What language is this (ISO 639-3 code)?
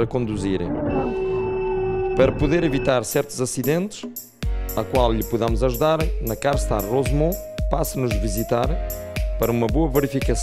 por